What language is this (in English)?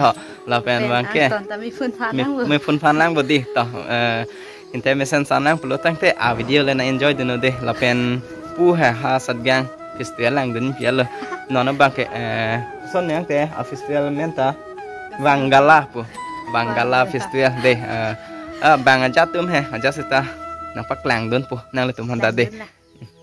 Karbi